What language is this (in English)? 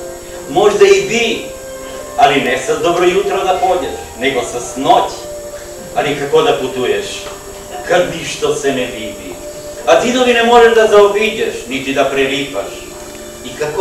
Serbian